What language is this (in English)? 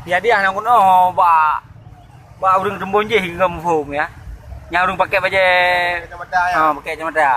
Achinese